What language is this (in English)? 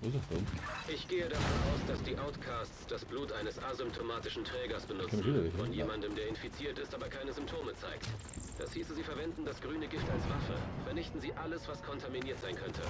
Bavarian